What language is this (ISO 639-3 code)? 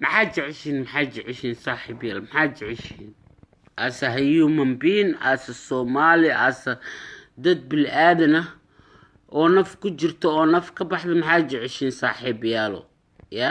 som